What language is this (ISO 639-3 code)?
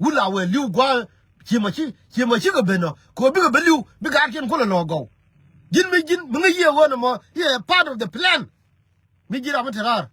nus